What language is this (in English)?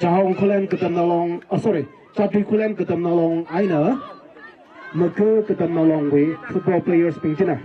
Tangkhul Naga (India)